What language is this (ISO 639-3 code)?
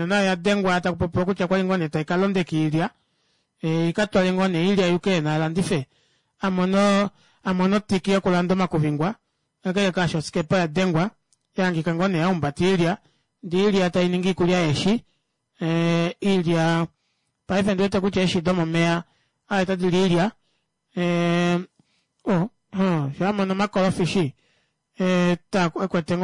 kua